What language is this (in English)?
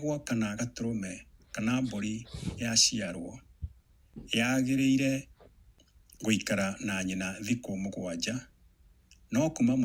Kikuyu